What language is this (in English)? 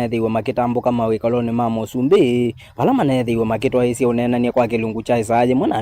Kamba